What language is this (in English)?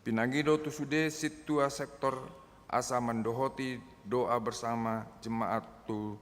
Batak Toba